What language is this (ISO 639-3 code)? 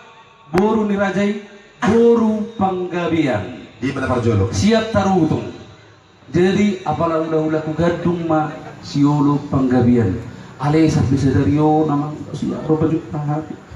bbc